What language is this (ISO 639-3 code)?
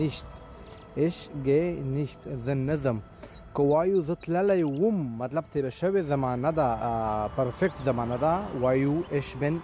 pus